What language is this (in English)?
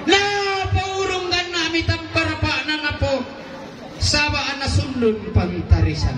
Toraja-Sa'dan